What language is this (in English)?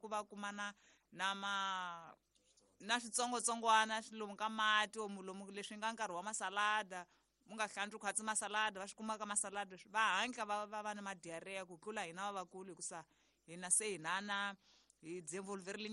Tsonga